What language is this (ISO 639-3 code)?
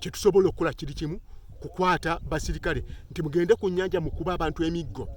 lug